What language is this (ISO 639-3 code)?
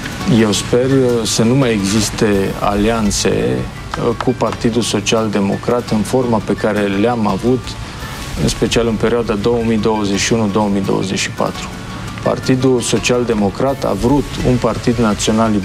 ron